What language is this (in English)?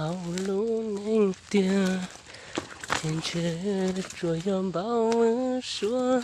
Hmong